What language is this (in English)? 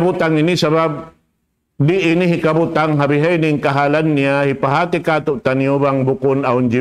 Tausug